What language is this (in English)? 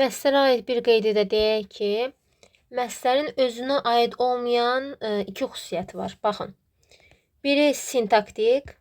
Azerbaijani